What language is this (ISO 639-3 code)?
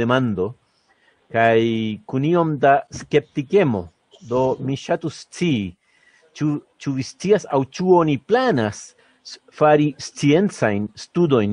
epo